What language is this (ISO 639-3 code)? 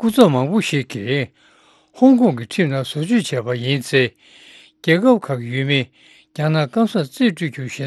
bod